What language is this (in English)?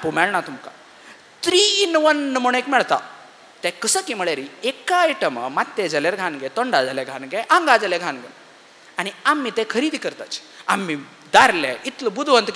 Konkani